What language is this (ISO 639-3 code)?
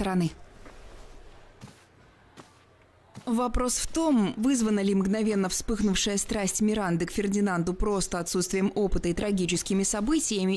rus